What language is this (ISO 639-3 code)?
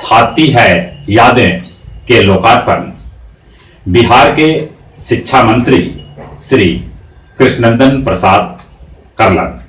mag